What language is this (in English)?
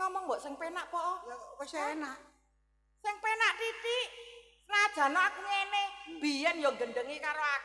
Javanese